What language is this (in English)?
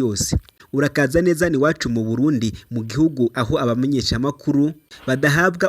Rundi